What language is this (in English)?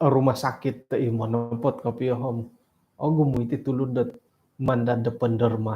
Central Dusun